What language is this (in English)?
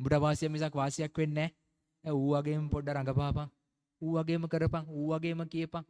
Sinhala